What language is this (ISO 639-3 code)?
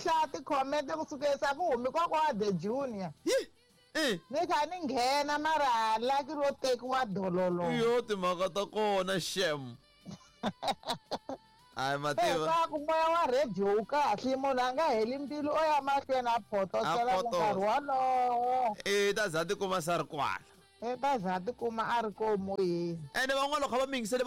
tso